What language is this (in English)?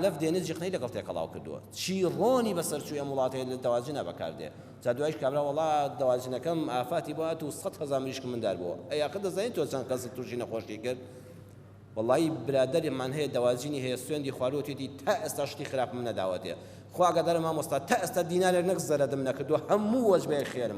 Central Kurdish